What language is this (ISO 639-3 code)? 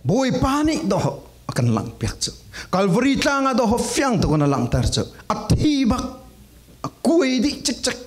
cfm